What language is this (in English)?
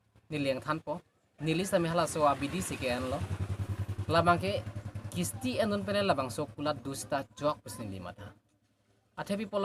Karbi